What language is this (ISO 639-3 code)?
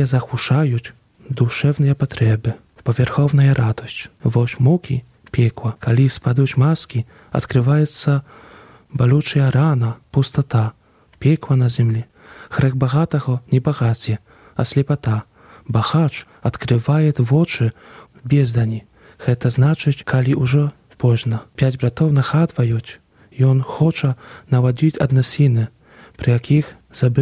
bel